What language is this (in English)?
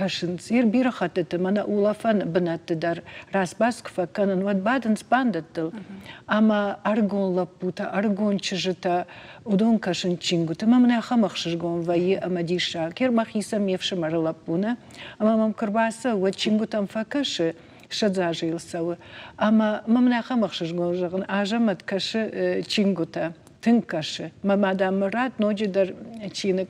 Ossetic